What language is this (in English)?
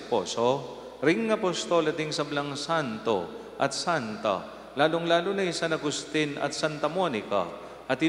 Pampanga